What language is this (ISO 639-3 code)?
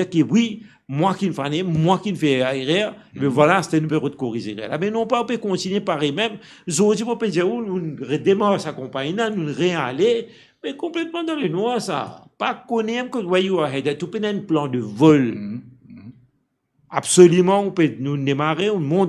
mfe